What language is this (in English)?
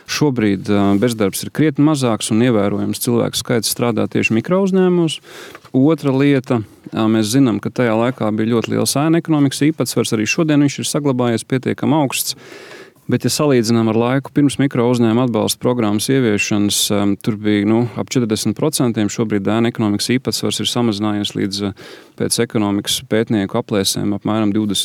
Latvian